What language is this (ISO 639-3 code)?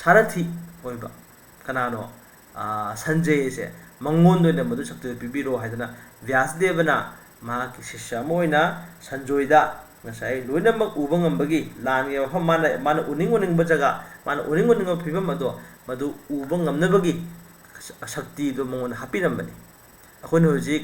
mni